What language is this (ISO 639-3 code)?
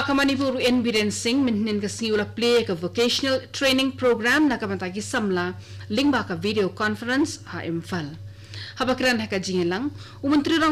kha